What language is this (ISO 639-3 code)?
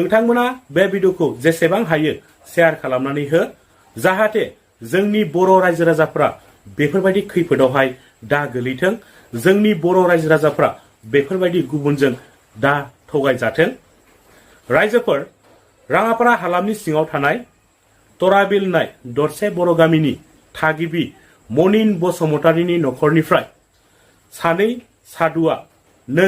brx